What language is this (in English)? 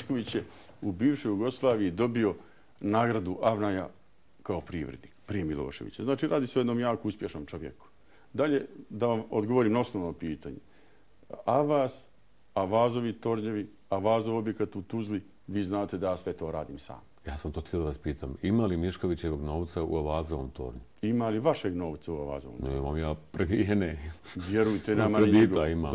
Bosnian